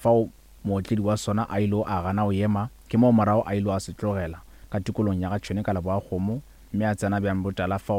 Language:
Northern Sotho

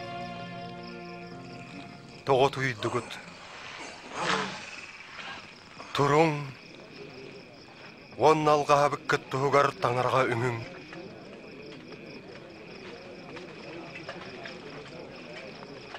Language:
Yakut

